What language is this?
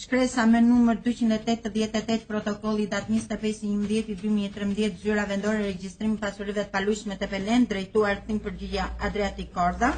Albanian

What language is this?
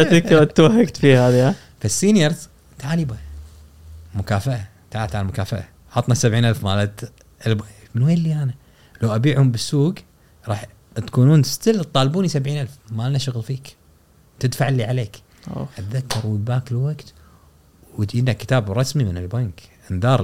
Gulf Arabic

